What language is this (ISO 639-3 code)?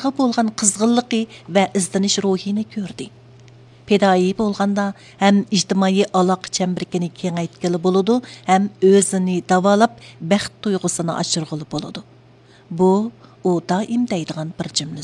uig